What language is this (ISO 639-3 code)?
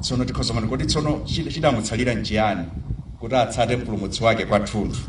nya